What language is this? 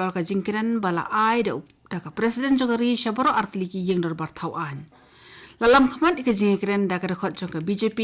Khasi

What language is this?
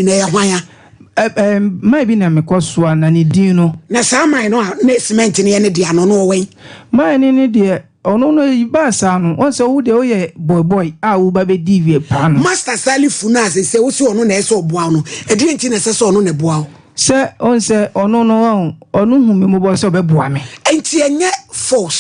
Akan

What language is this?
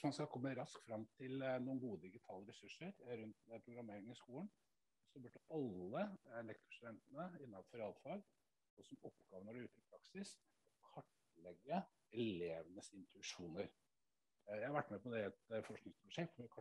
Norwegian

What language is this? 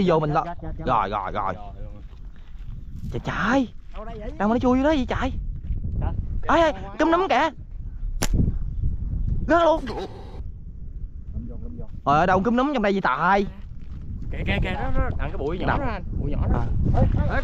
Vietnamese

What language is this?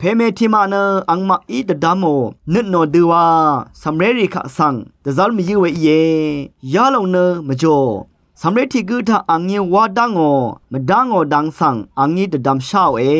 Rawang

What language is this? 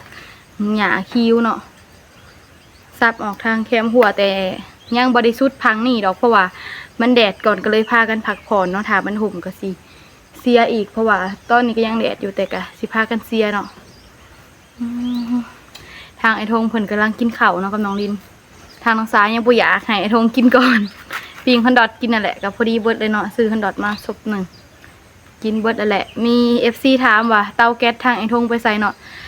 Lao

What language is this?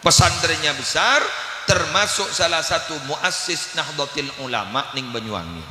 Madurese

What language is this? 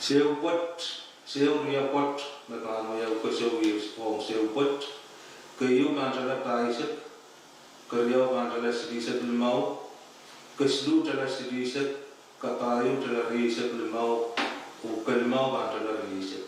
Pohnpeian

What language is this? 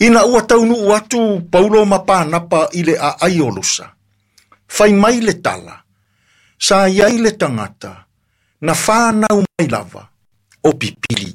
Samoan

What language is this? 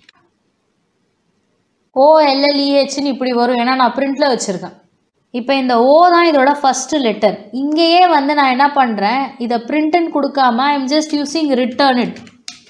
Tamil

